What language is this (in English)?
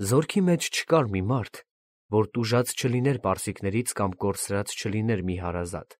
Armenian